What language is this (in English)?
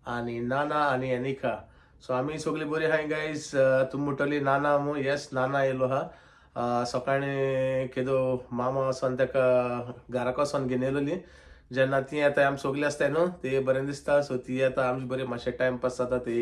Konkani